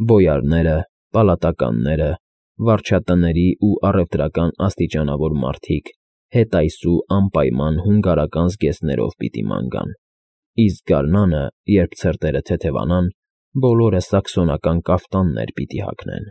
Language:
Armenian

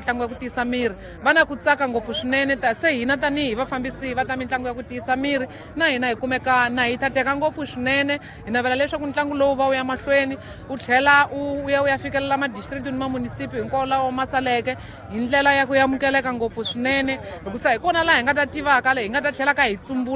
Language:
Tsonga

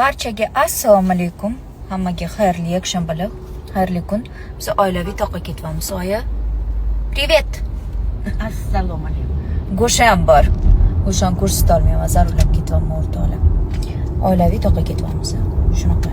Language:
Uzbek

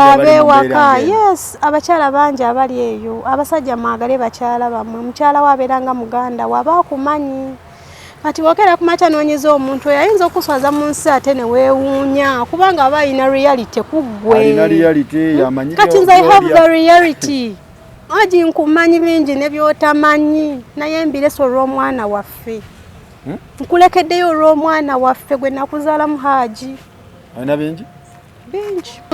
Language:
Ganda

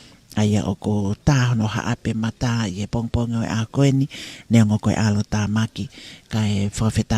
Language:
Tongan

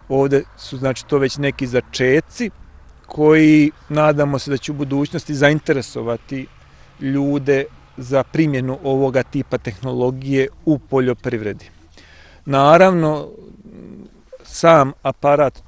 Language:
Bosnian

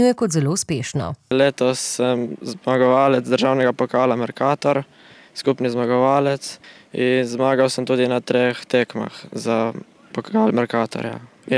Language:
Slovenian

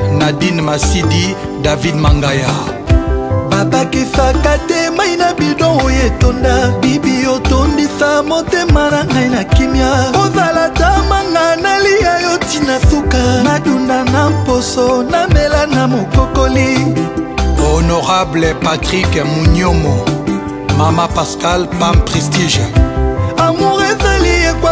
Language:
Lingala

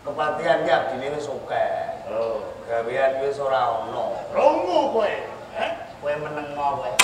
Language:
Javanese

